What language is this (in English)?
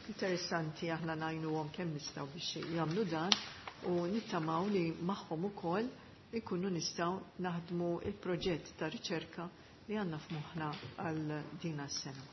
Maltese